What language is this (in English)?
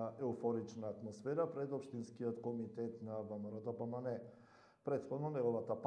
Macedonian